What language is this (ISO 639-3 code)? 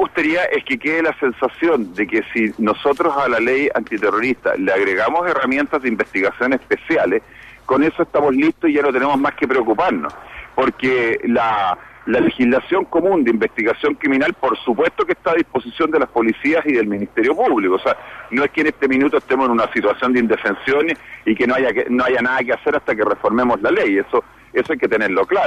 spa